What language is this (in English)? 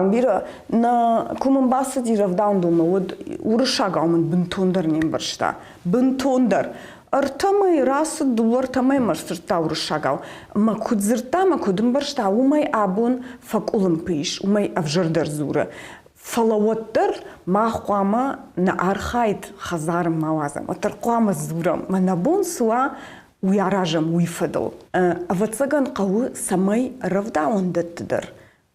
Ossetic